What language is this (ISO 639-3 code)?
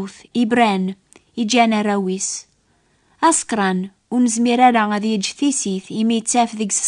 kab